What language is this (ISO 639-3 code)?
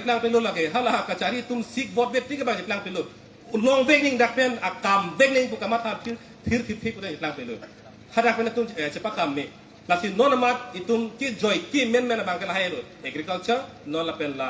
mjw